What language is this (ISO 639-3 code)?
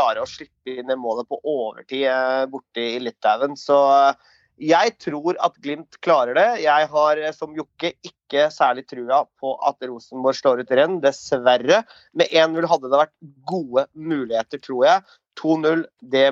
nor